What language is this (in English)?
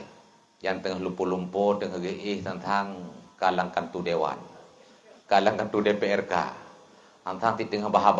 Achinese